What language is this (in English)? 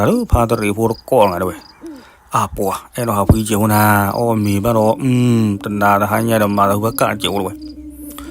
S'gaw Karen